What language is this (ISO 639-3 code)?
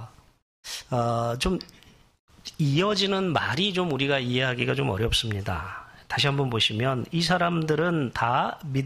kor